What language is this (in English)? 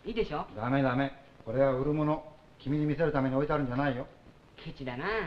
Japanese